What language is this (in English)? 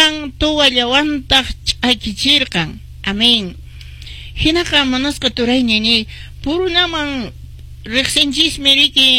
Quechua